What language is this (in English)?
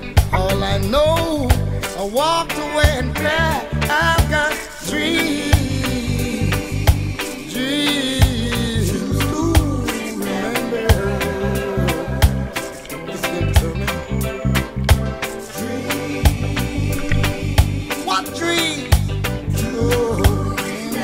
English